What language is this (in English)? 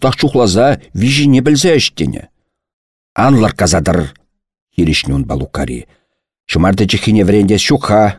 Chuvash